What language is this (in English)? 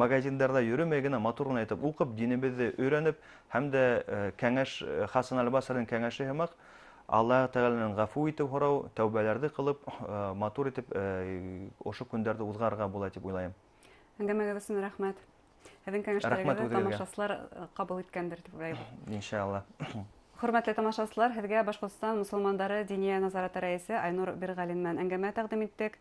Bashkir